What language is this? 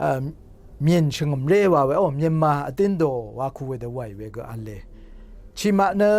Rawang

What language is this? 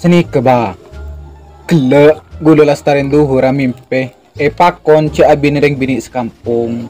Madurese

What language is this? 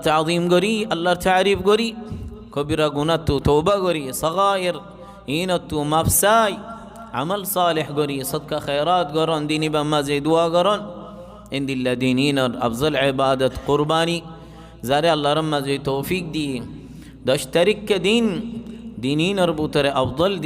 Rohingya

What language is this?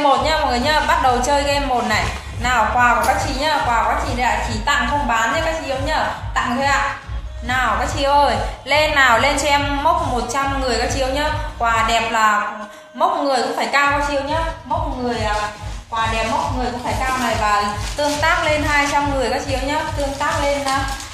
Vietnamese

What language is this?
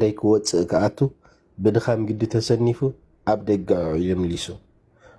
Tigrinya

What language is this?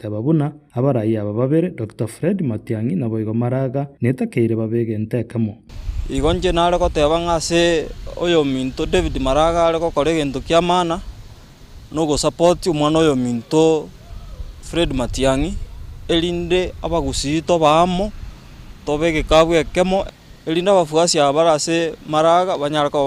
Gusii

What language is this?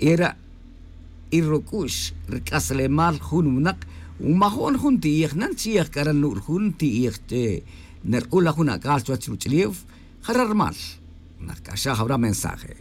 Tz'utujil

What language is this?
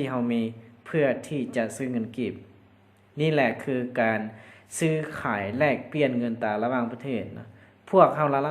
Lao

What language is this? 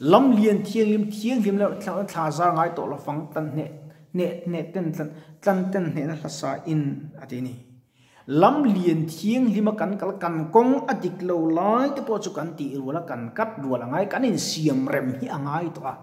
Mizo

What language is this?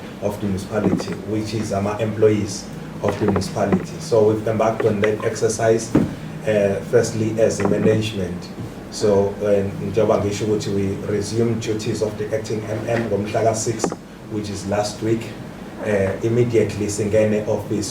Zulu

